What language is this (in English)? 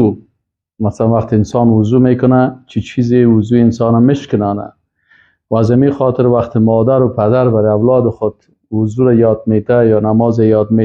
Persian